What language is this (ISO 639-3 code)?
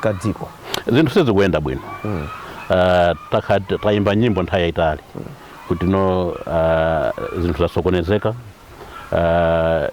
nya